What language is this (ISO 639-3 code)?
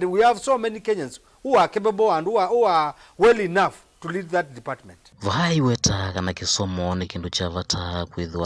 kam